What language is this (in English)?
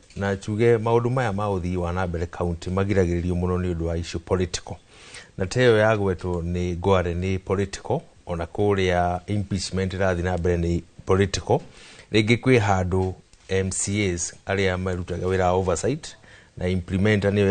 Kikuyu